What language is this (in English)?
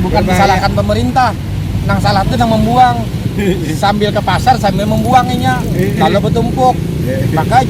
Banjar